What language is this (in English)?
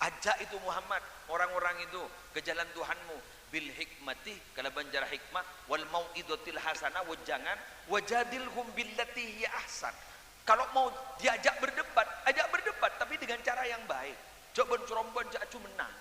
Madurese